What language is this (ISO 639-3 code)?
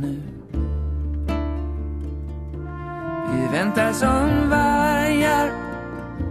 swe